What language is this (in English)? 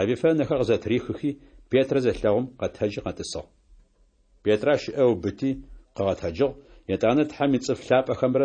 Adyghe